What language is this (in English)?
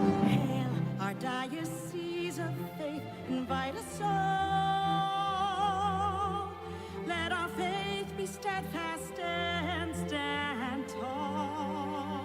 Pampanga